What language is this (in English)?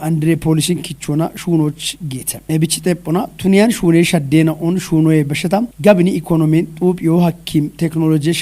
Kafa